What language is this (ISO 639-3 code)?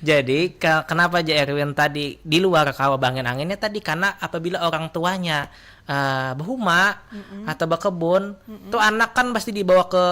bjn